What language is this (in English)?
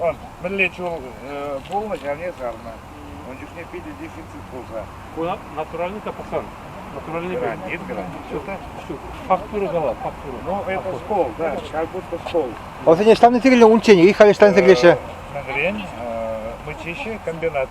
Chuvash